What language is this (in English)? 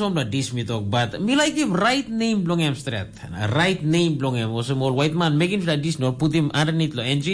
Tok Pisin